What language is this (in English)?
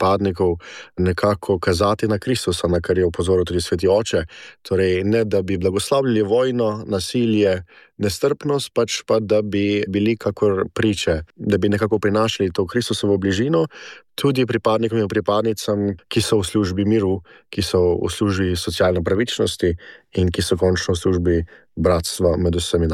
Slovenian